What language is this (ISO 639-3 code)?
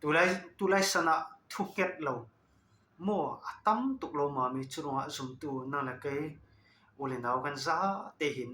cfm